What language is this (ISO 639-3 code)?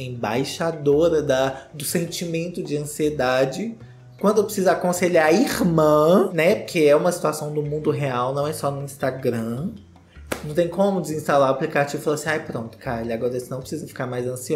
por